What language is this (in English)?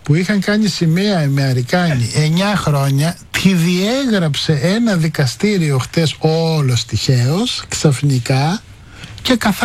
Greek